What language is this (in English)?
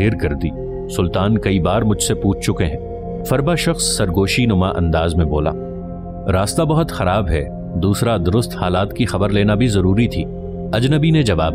Urdu